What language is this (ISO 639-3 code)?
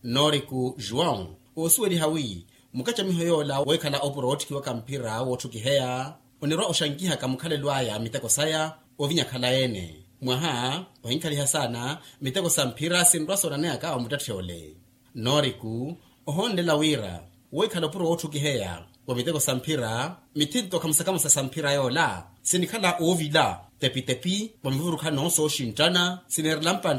vmw